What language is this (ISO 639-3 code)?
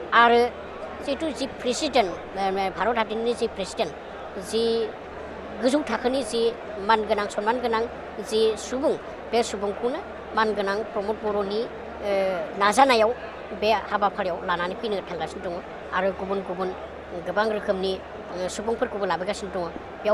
brx